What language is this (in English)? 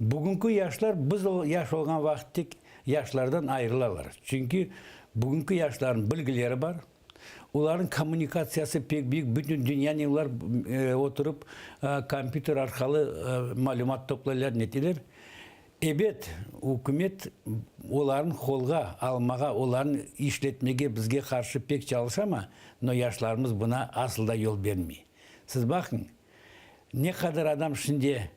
Crimean Tatar